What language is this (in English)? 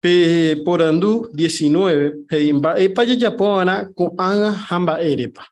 Guarani